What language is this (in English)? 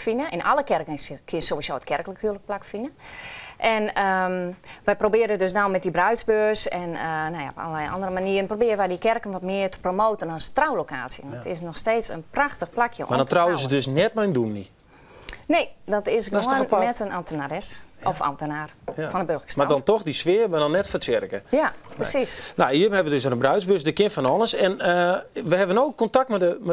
Western Frisian